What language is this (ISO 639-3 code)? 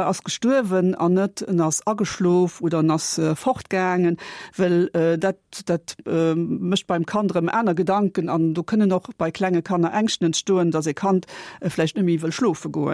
ltz